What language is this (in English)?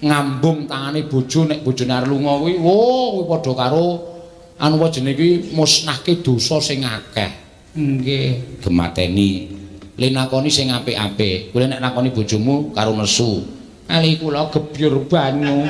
Javanese